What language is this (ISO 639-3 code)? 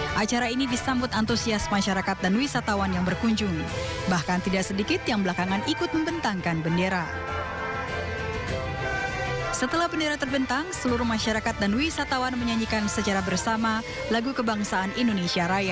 ind